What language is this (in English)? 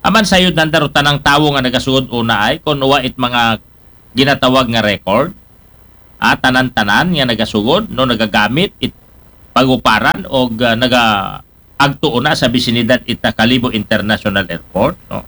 Aklanon